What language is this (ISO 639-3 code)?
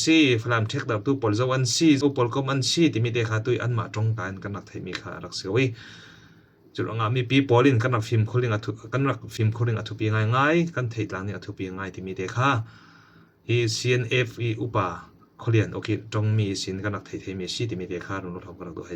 cfm